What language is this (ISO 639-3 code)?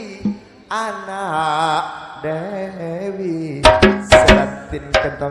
mad